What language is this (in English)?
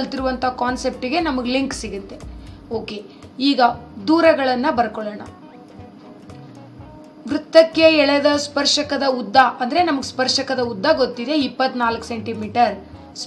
Kannada